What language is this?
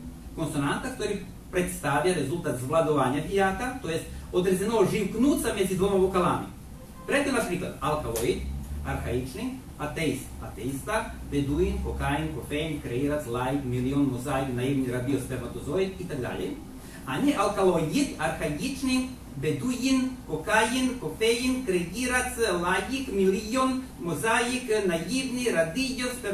Rusyn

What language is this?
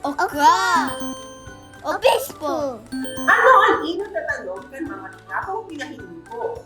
Bikol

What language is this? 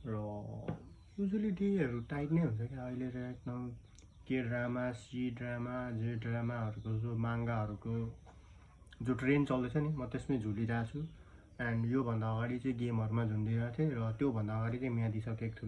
Nepali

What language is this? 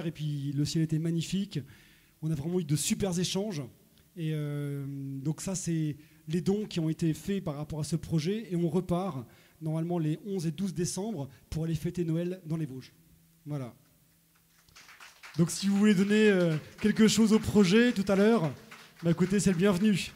French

